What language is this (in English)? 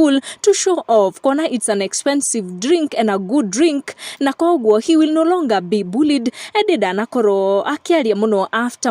Kikuyu